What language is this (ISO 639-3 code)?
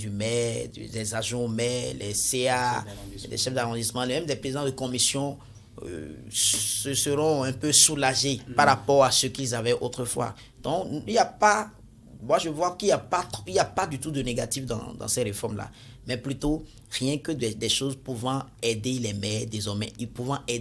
fra